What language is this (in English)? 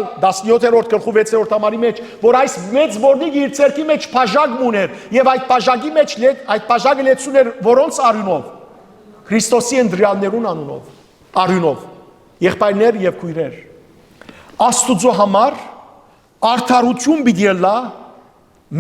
Western Armenian